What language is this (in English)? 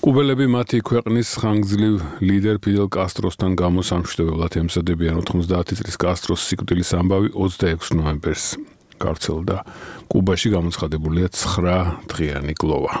Georgian